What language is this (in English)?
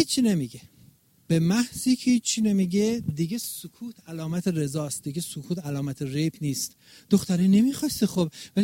Persian